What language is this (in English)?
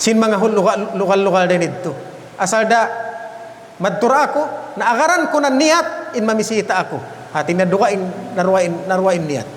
Tausug